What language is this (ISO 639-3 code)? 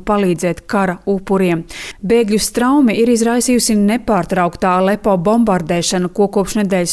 lav